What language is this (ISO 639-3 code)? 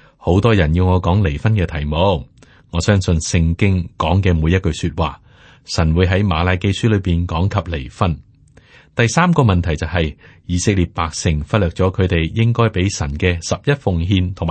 yue